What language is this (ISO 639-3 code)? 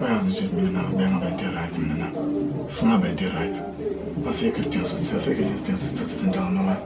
zul